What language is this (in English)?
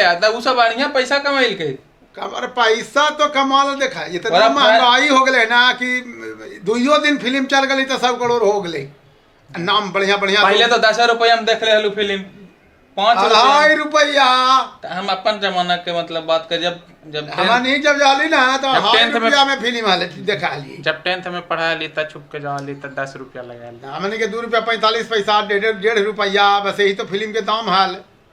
Magahi